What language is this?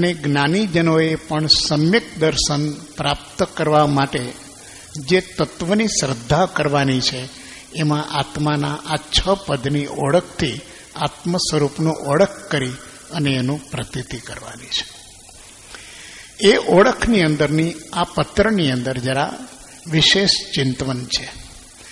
Gujarati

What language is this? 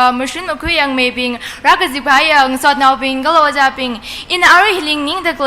Tangkhul Naga (India)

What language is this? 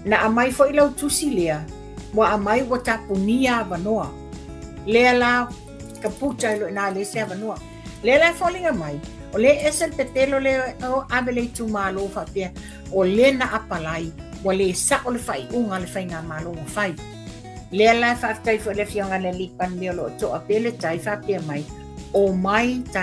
Samoan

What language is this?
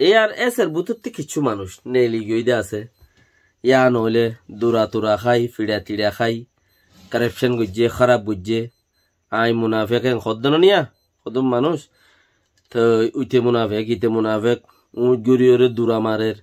Rohingya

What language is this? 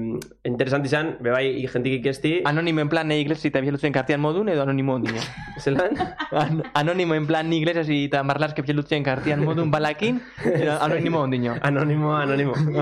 Basque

